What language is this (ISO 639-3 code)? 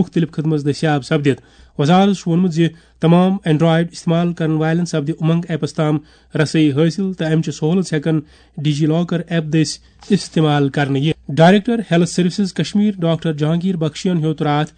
kas